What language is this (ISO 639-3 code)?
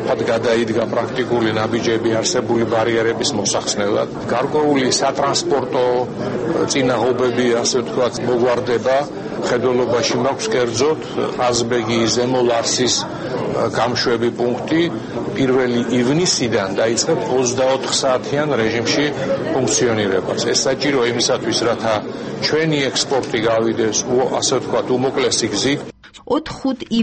kat